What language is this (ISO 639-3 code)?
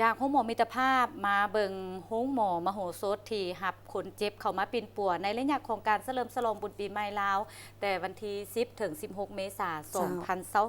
lao